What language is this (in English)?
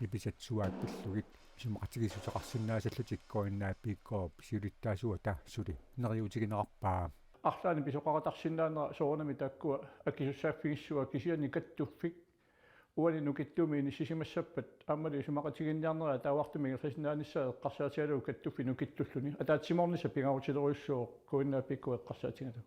Kalaallisut